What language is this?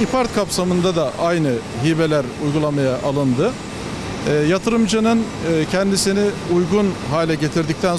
Turkish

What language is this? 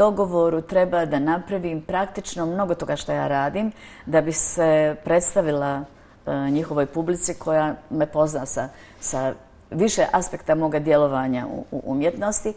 Bosnian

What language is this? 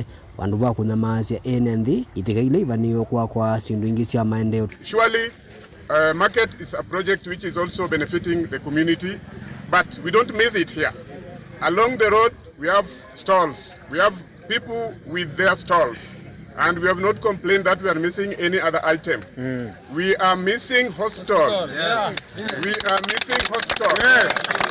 Kamba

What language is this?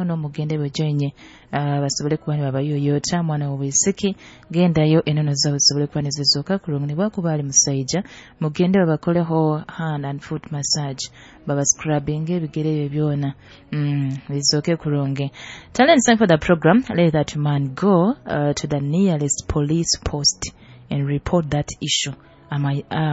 Nyoro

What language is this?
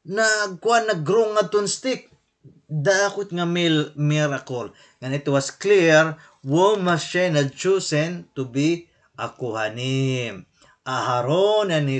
Waray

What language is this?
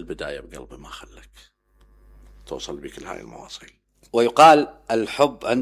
Mesopotamian Arabic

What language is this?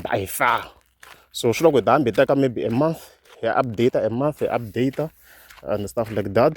Tsonga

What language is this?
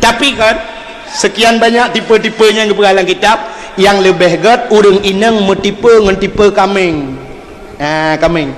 Achinese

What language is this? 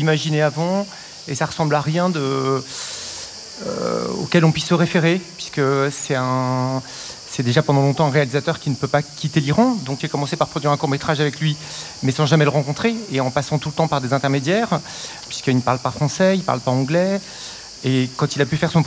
French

